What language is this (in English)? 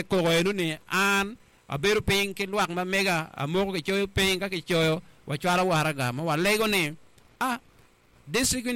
Acoli